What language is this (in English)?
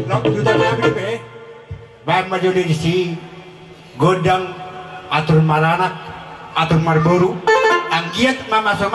Batak Toba